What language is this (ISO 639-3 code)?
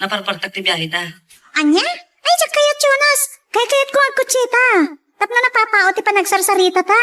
ilo